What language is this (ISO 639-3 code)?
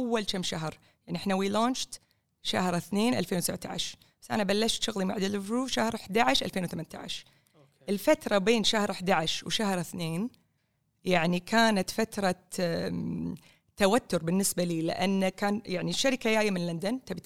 afb